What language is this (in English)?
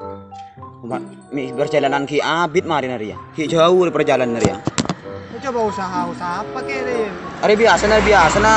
Madurese